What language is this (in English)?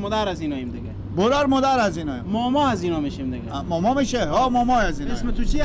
Persian